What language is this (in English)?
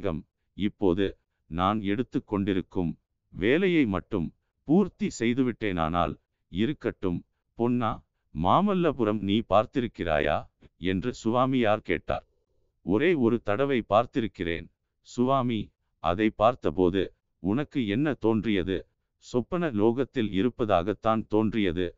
Tamil